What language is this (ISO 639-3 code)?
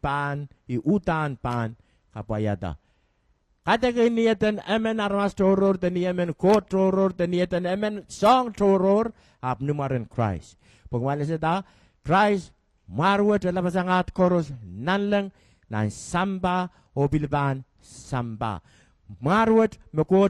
pon